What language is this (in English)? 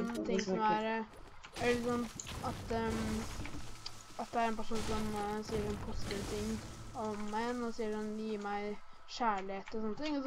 Norwegian